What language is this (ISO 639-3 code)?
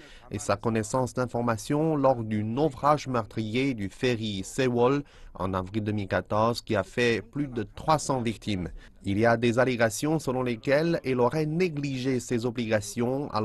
fra